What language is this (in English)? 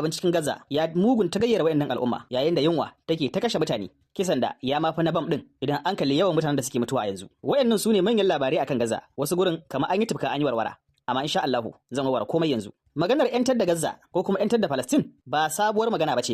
Hausa